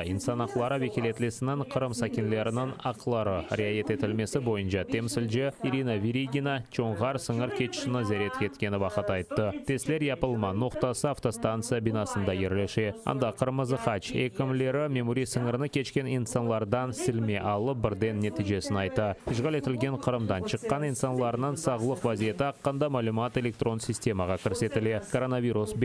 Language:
Crimean Tatar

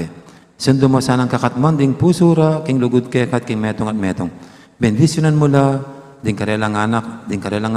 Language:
Pampanga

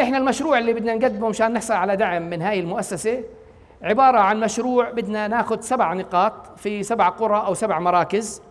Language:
North Levantine Arabic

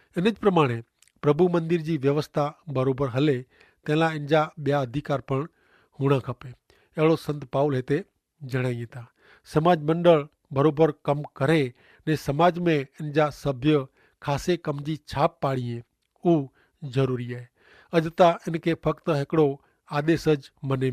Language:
Kachhi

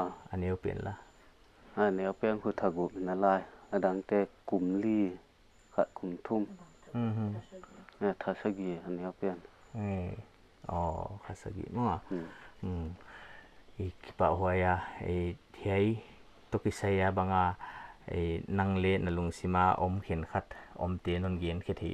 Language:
Paite Chin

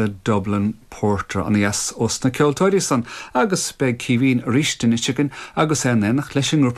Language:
Irish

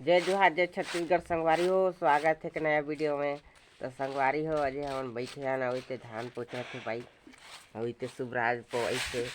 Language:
Chhattisgarhi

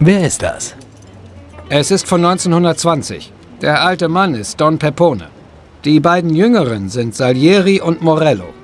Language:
Bavarian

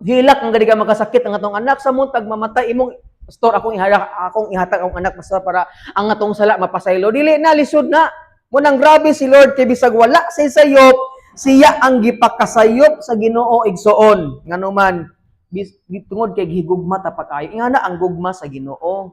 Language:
Cebuano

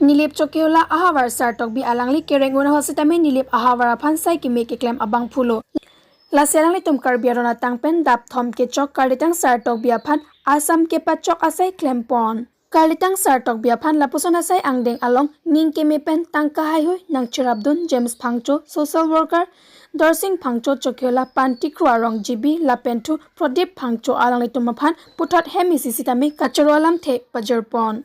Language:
Karbi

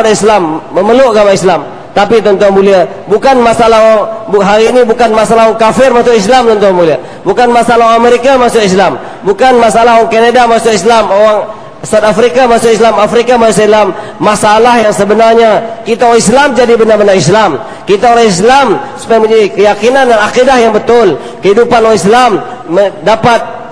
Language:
Malay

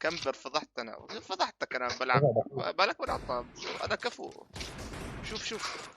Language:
North Levantine Arabic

